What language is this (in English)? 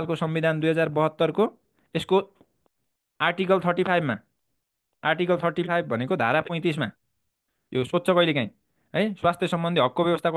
Nepali